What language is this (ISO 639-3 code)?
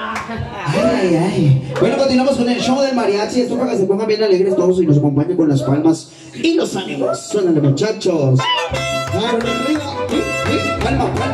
spa